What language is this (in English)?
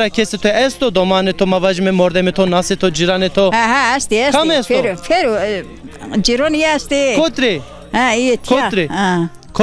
Zaza